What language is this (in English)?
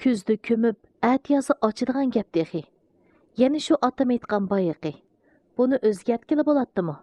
Uyghur